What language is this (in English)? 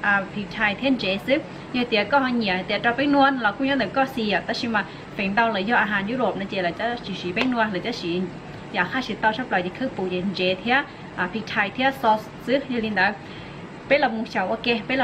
Hmong